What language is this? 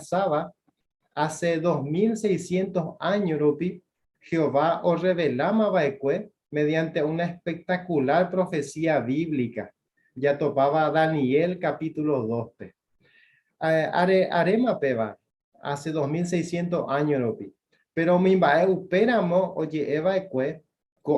Guarani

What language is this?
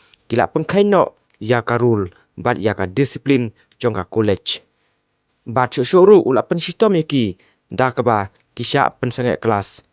Khasi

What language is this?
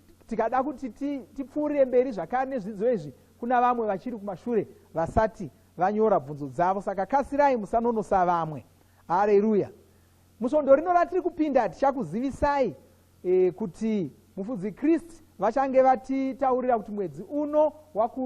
Shona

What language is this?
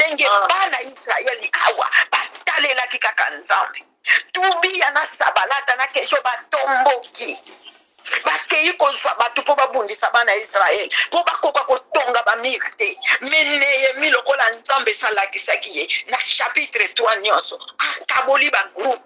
Lingala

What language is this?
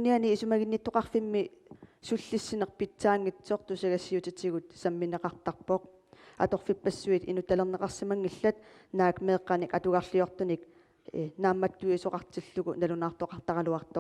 Kalaallisut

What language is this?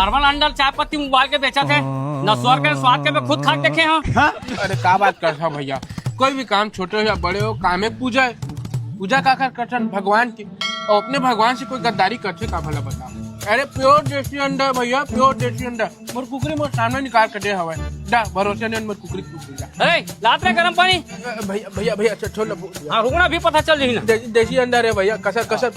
Chhattisgarhi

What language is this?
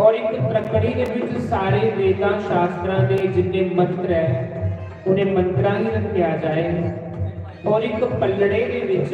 Dogri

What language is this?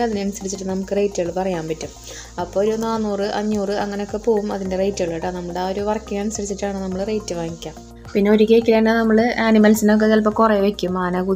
Malayalam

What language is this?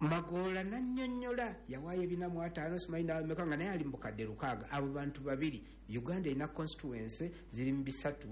Ganda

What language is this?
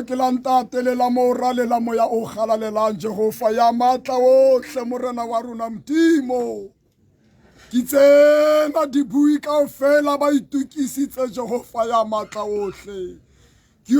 Tswana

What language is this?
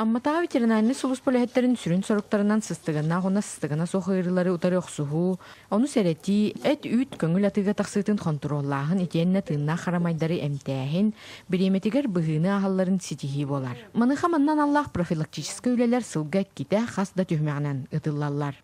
Yakut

